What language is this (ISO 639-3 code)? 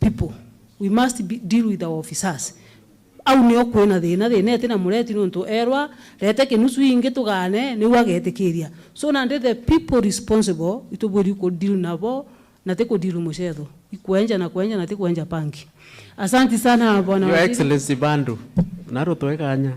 mer